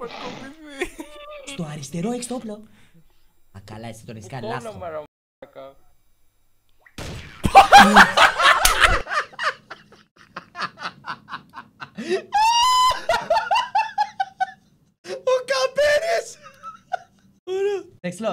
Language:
Greek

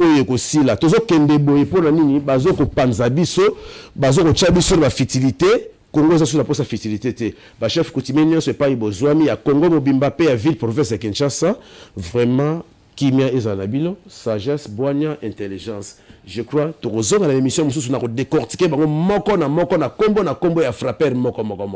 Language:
Lingala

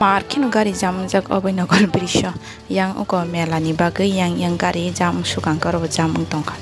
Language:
Kok Borok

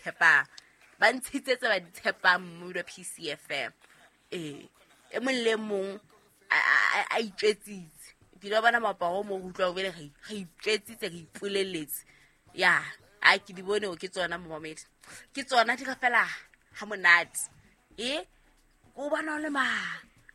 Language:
Southern Sotho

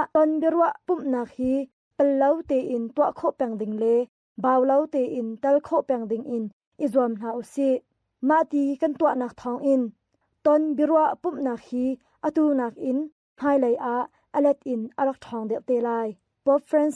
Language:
Hakha Chin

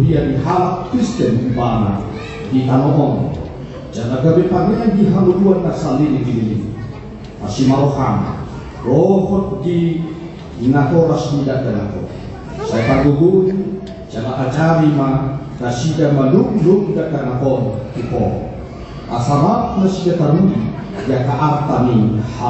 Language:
Batak Toba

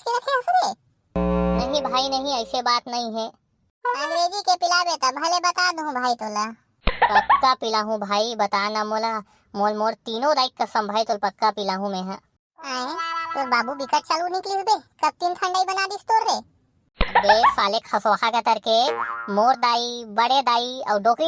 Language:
Chhattisgarhi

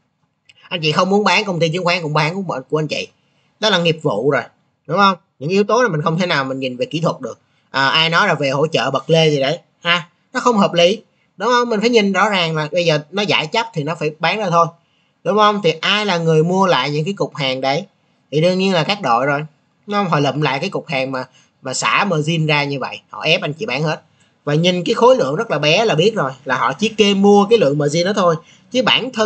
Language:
Vietnamese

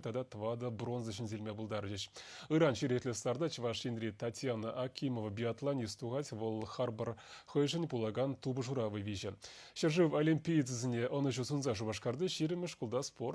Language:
Chuvash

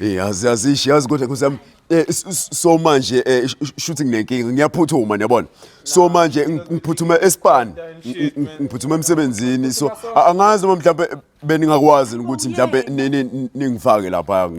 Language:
Zulu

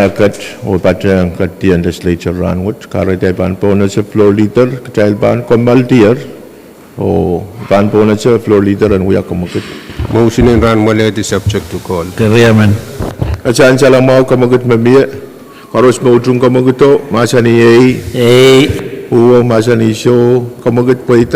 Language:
Pohnpeian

